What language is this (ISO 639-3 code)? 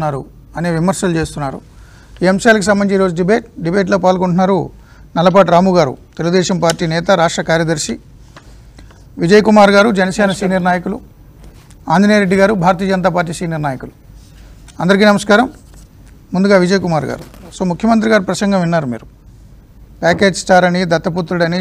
tel